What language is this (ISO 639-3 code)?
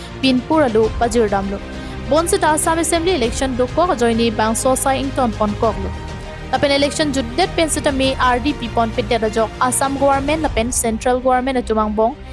mjw